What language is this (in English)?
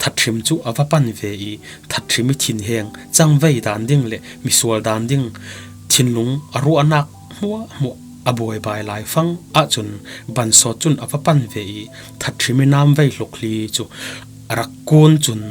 Falam Chin